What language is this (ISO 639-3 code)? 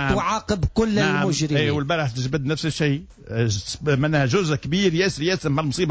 aeb